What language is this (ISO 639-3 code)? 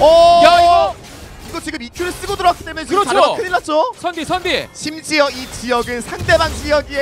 kor